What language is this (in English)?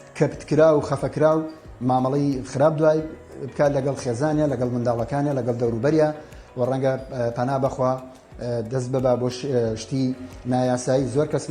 Central Kurdish